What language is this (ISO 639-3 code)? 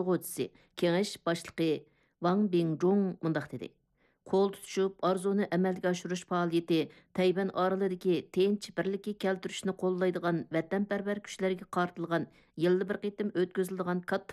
uig